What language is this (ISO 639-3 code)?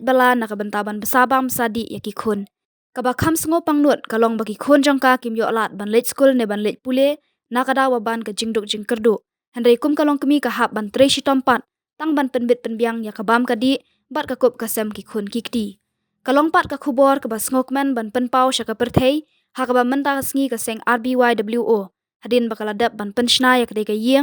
kha